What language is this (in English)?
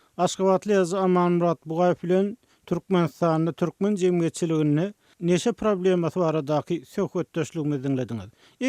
Turkmen